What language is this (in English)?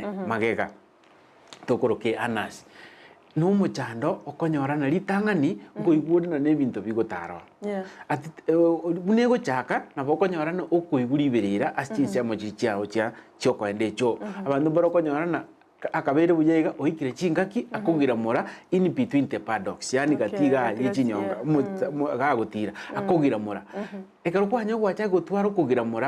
Gusii